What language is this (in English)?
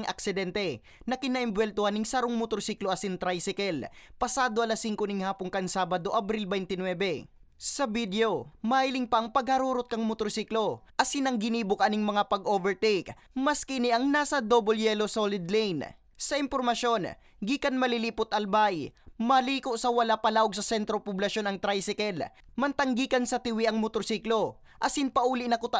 Bikol